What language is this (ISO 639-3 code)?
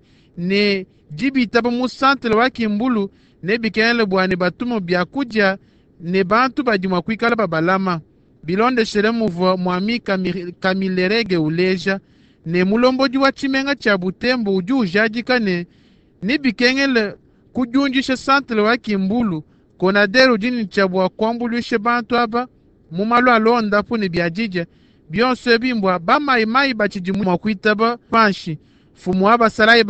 lua